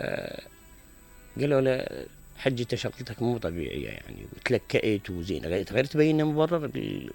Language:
Mesopotamian Arabic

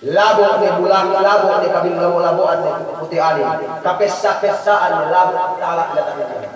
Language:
Yakan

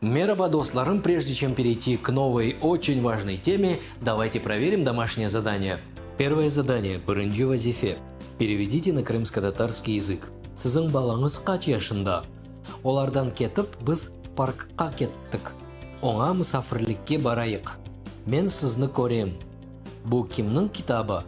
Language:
Crimean Tatar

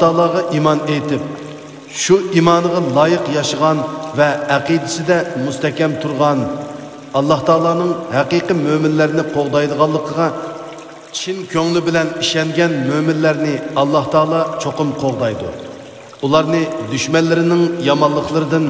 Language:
Uyghur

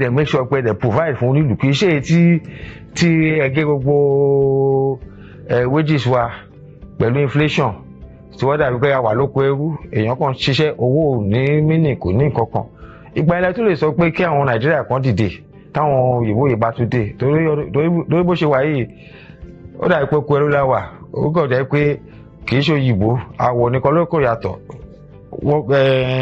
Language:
Yoruba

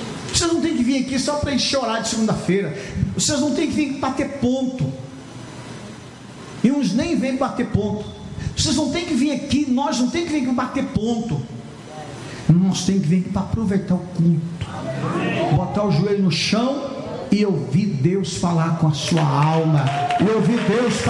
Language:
Portuguese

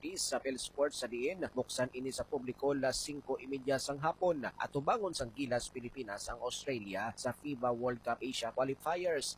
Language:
Hiligaynon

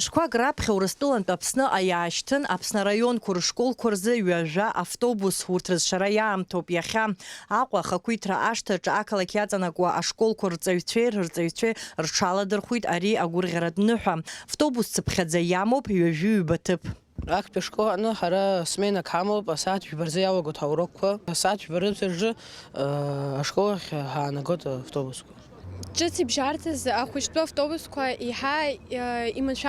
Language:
Abkhazian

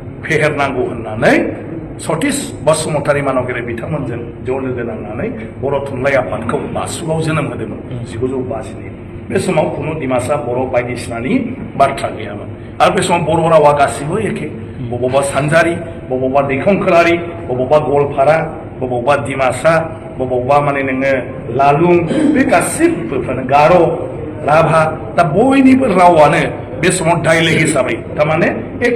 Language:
Bodo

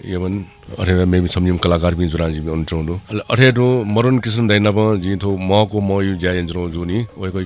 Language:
Newari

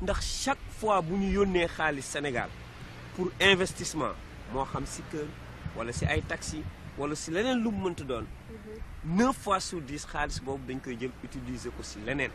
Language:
Wolof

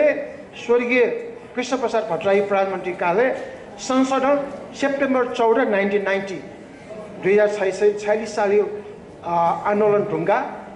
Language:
Newari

